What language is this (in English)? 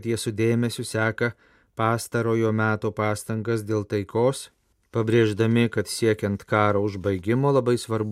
Lithuanian